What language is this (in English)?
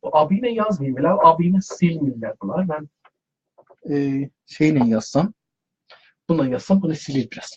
South Azerbaijani